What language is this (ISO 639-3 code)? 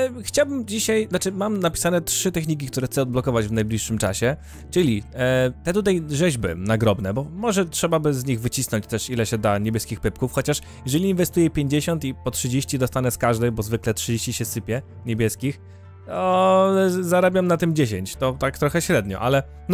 pol